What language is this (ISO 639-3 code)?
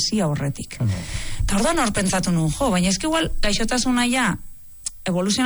eus